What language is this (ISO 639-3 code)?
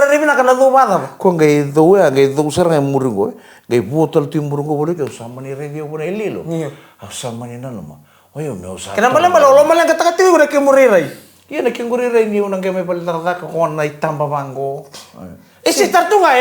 fij